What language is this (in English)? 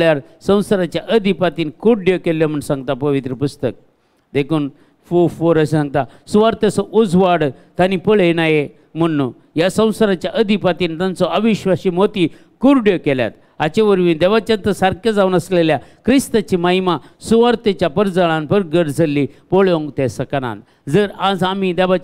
Konkani